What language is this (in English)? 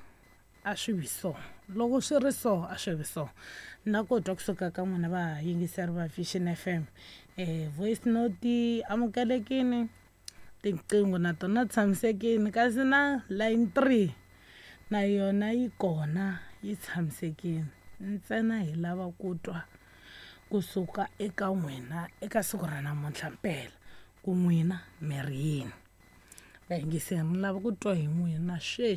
Tsonga